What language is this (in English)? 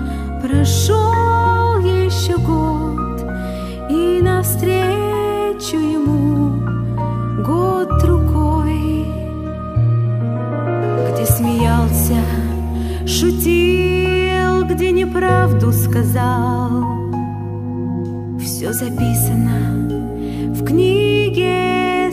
Russian